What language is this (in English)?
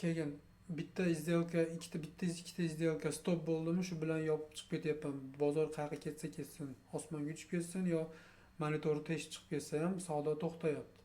Uzbek